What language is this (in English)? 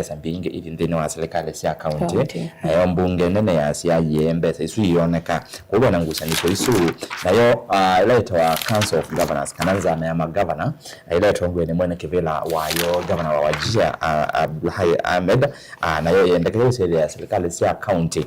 Kamba